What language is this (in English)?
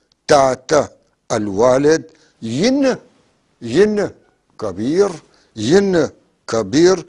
North Levantine Arabic